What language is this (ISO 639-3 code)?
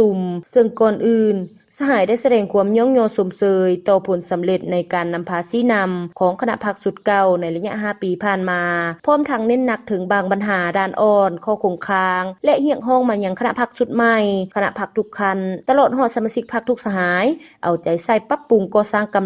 lao